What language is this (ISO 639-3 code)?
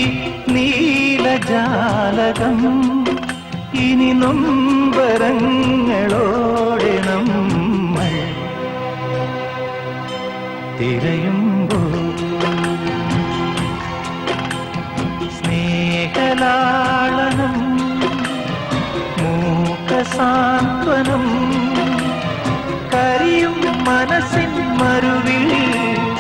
mal